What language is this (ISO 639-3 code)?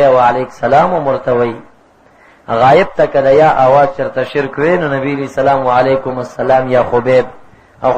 pus